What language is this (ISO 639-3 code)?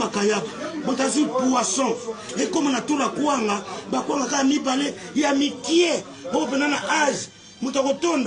lin